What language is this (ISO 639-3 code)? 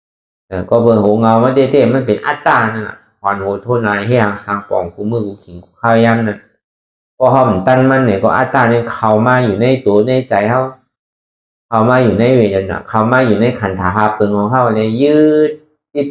shn